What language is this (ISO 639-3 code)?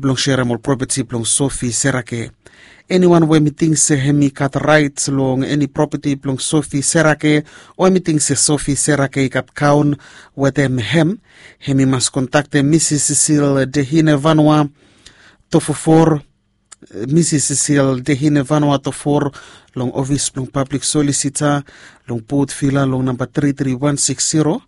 bis